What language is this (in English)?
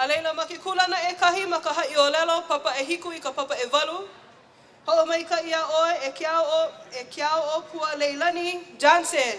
Hawaiian